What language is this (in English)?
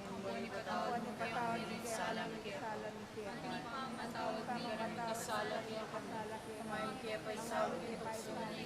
Pampanga